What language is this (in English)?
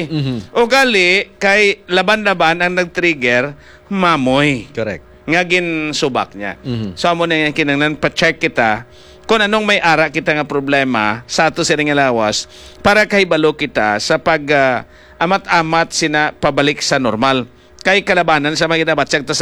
Hiligaynon